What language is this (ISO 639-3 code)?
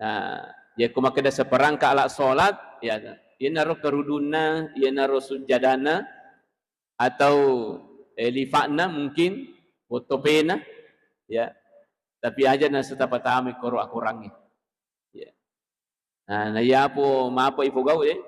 bug